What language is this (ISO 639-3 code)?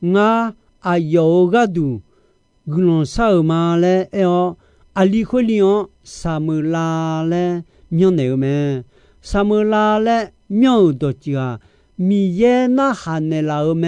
ahk